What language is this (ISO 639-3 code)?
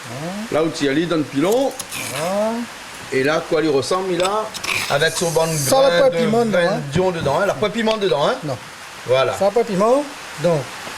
rcf